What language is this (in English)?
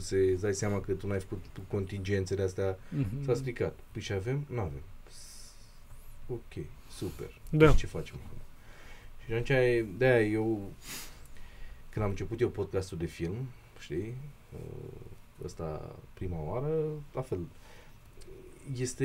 Romanian